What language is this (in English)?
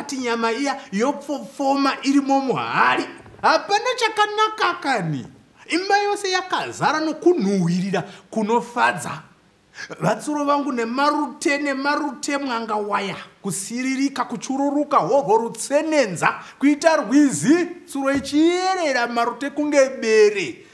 Shona